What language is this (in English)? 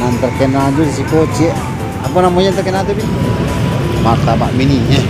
Minangkabau